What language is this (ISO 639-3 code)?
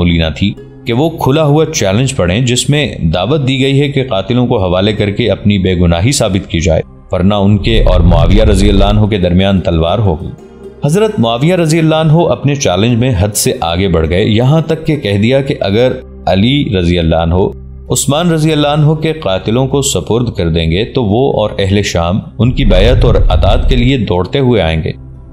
urd